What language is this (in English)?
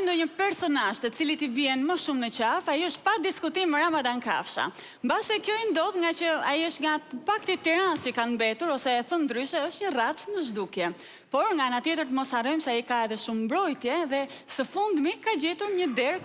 Albanian